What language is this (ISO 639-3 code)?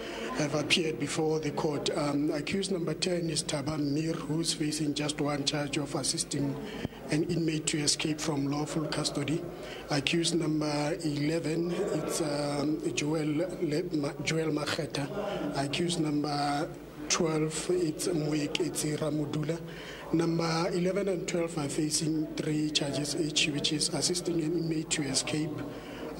eng